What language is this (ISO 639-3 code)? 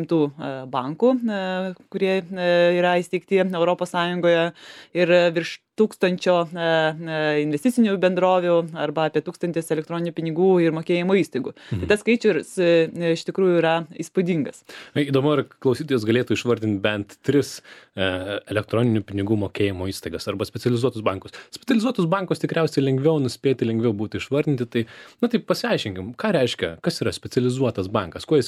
lit